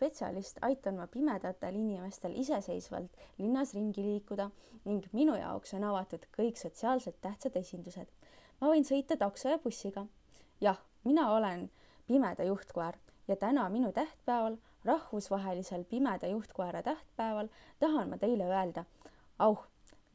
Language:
Estonian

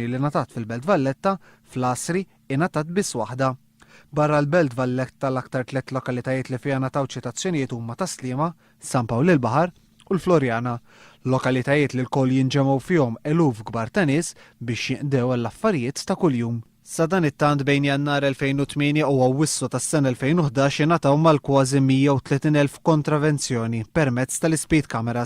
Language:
Maltese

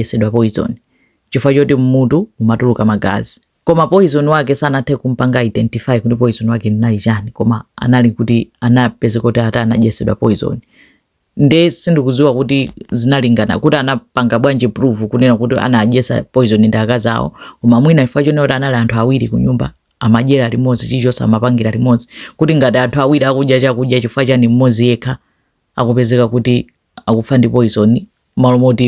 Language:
Nyanja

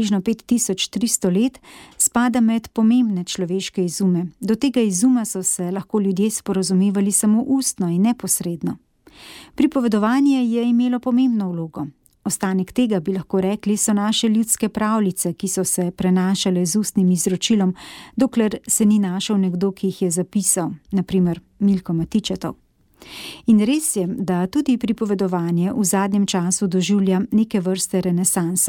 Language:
Slovenian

